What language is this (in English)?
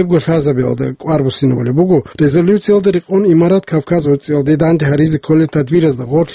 Avaric